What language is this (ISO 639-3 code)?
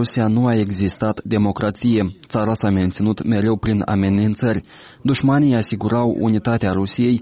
ron